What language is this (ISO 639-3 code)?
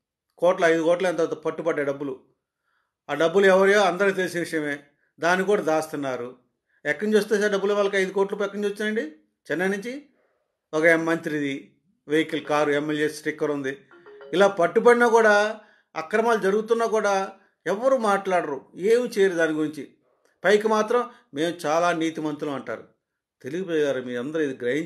tel